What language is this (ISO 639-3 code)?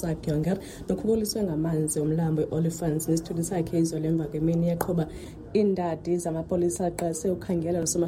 xho